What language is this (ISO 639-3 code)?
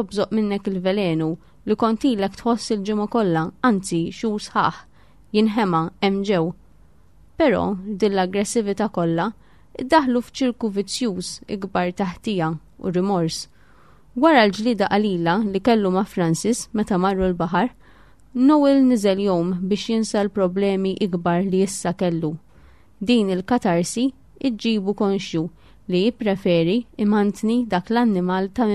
mlt